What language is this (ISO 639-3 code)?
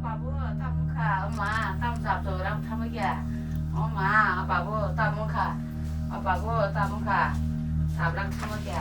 trp